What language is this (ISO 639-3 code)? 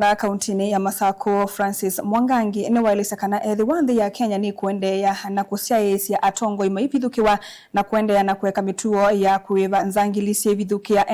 kam